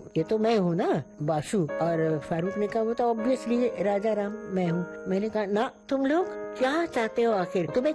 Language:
Hindi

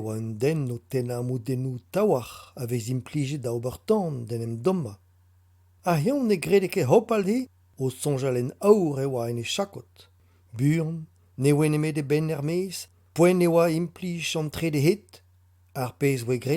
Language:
Breton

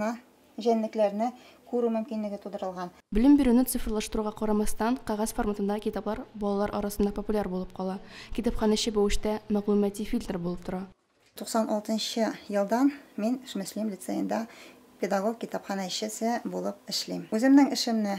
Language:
Tatar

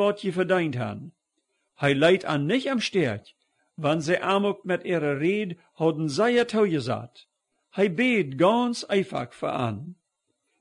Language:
Plautdietsch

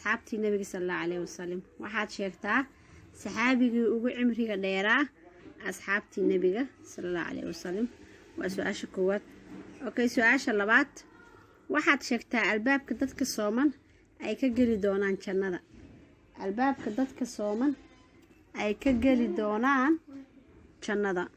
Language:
Somali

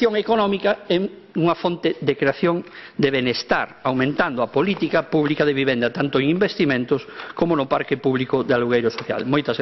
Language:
Galician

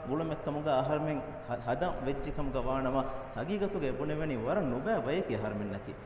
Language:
Divehi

